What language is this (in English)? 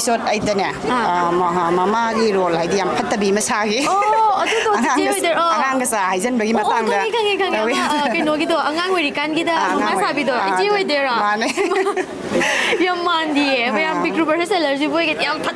Manipuri